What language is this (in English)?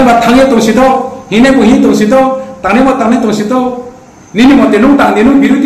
Kok Borok